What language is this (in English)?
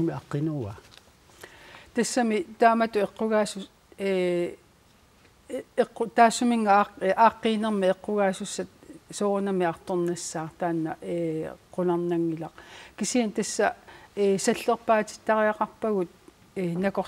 Kalaallisut